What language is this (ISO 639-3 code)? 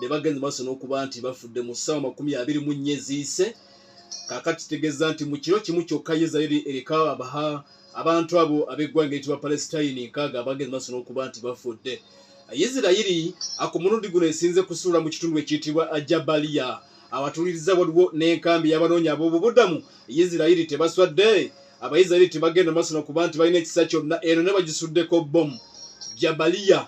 lug